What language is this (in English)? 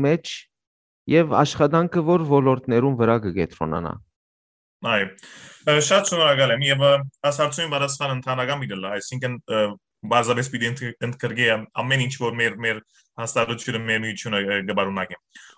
Western Armenian